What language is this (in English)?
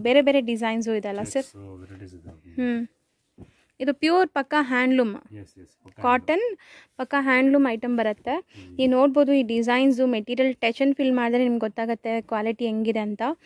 Kannada